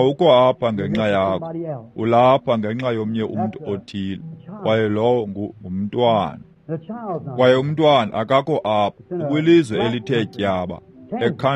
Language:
Xhosa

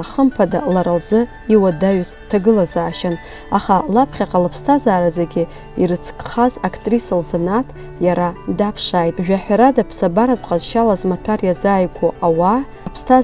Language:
Abkhazian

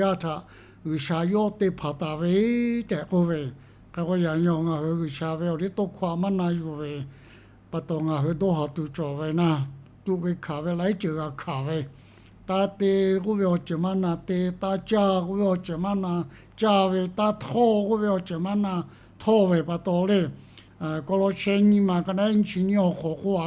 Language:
Lahu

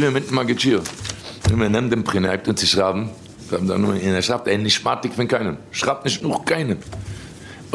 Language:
Yiddish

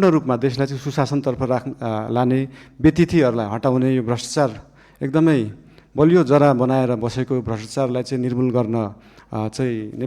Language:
Nepali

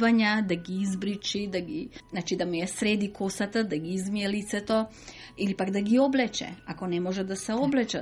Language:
Macedonian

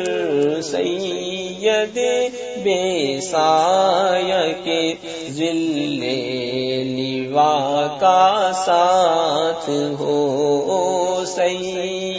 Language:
Urdu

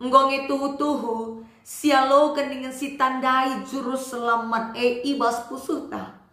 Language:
Batak Karo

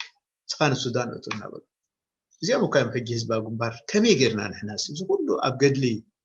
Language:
Tigrinya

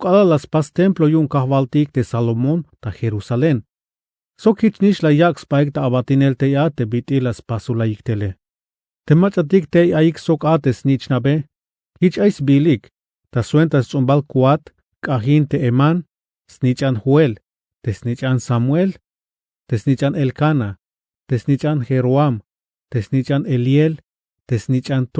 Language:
Tzeltal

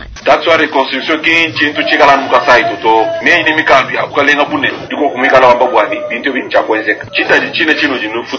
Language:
Luba-Lulua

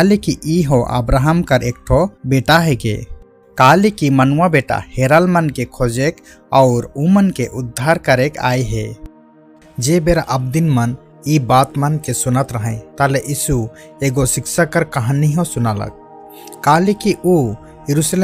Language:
Sadri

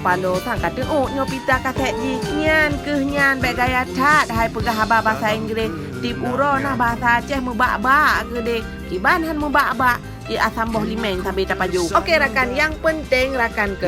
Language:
Achinese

